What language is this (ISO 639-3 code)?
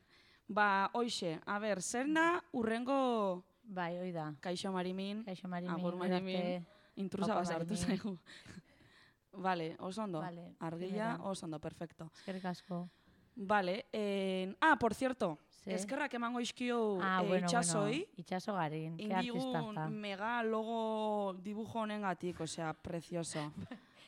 eus